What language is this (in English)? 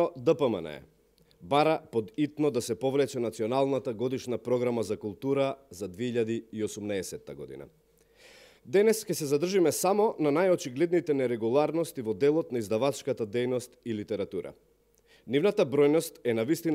Macedonian